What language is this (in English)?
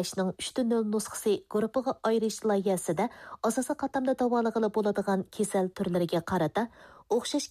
Uyghur